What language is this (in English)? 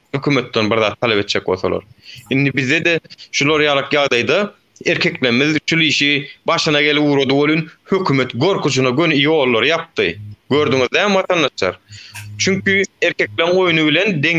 Turkmen